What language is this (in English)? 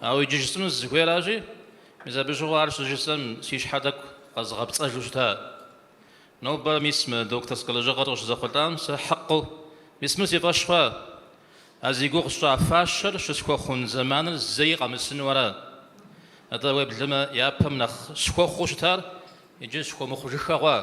Kabardian